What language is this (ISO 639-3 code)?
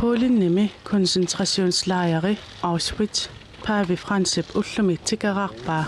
kal